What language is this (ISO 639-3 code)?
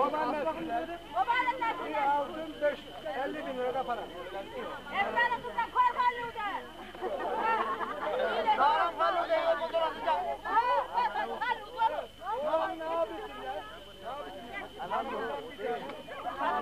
tur